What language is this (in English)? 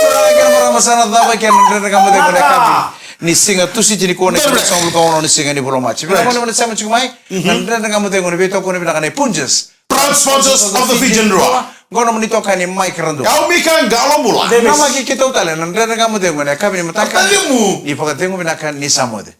Fijian